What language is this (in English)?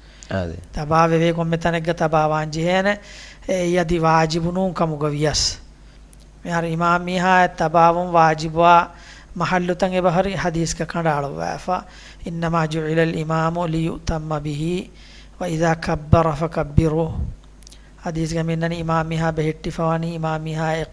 Divehi